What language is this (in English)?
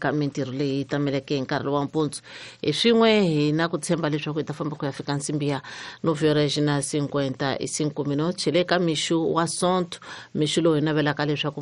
Tsonga